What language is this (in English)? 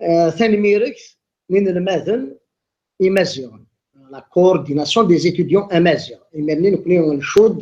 Kabyle